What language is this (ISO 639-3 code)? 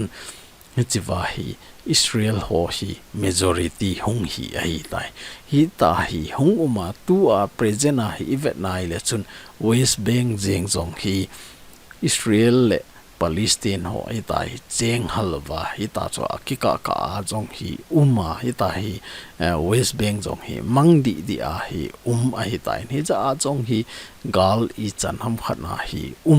tcz